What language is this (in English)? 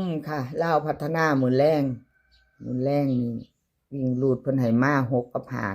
Northeastern Thai